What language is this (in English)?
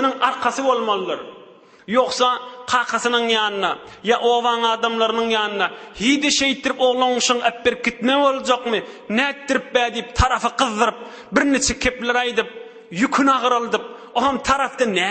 Turkmen